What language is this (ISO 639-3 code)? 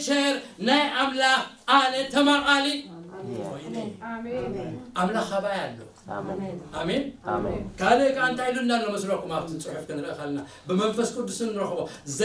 tir